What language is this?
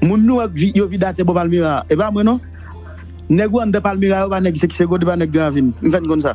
Haitian Creole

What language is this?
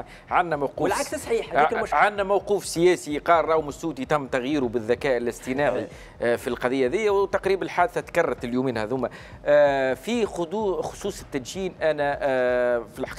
Tunisian Arabic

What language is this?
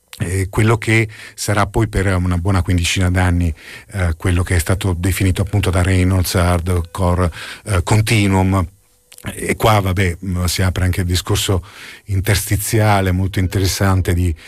Italian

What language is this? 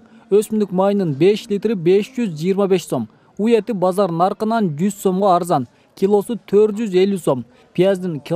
Kyrgyz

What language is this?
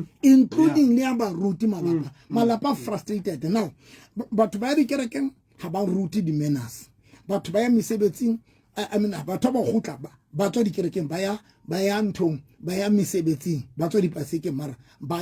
Southern Sotho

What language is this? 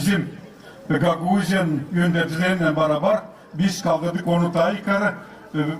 Gagauz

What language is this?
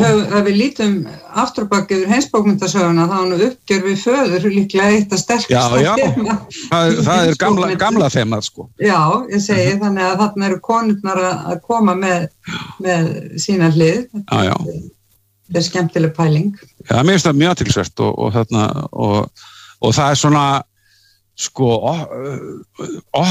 Icelandic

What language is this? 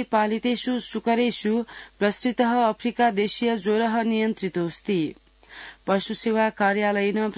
Sanskrit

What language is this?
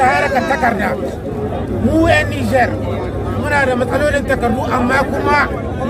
Hausa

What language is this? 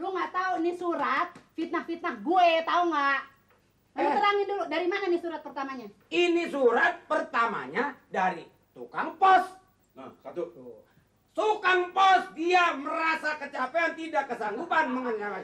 Betawi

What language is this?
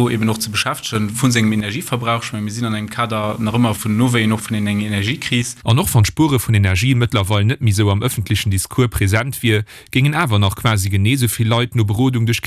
Luxembourgish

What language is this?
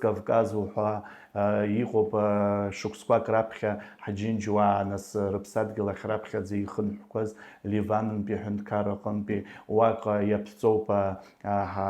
Abkhazian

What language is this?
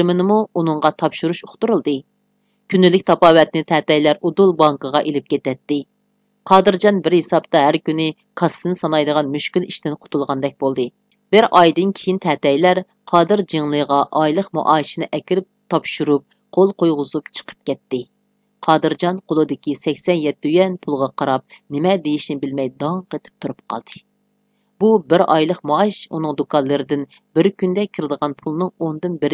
Uyghur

